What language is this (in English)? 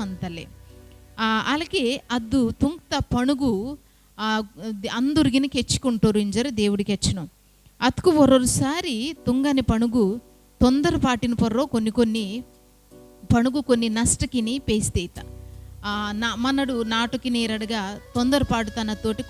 Koya